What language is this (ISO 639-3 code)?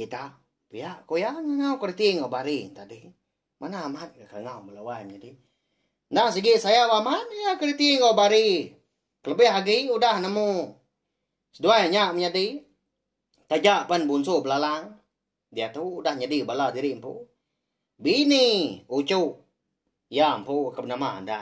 iba